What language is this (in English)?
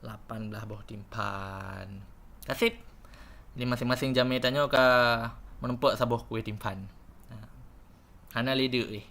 Achinese